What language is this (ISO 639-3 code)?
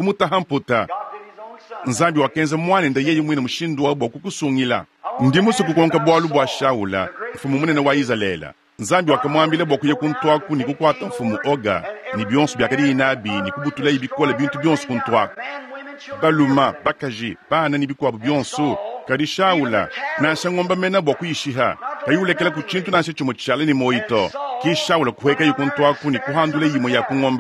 lua